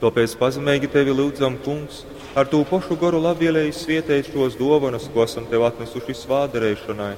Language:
Latgalian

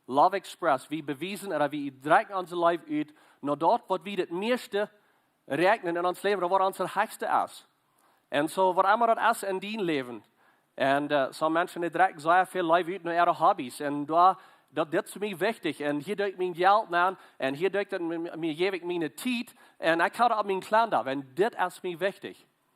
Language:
Plautdietsch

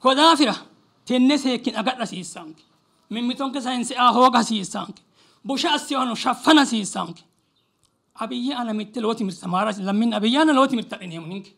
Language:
Sidamo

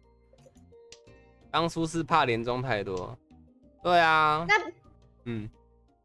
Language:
Chinese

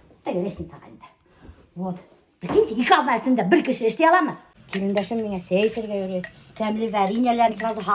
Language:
Bashkir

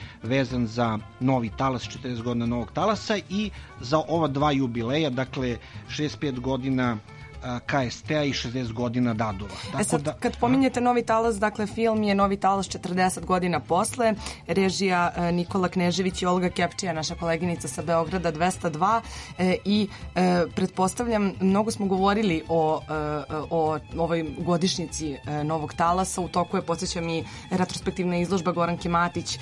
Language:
Serbian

